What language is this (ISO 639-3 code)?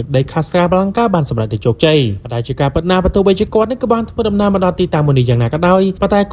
khm